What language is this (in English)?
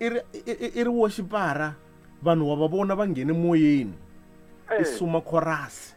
Tsonga